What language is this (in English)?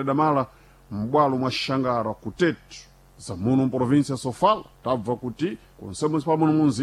Sena